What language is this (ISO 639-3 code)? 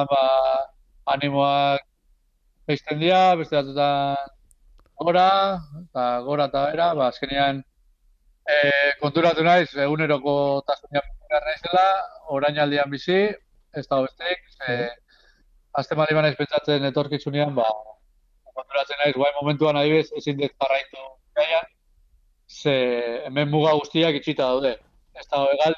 eus